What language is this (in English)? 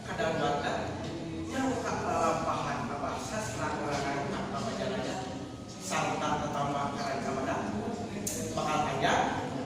Sundanese